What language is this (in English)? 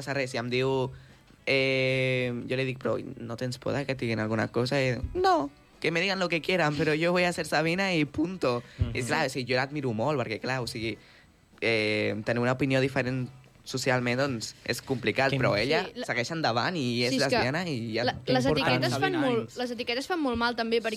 Catalan